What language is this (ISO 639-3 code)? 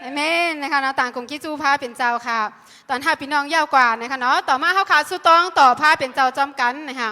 shn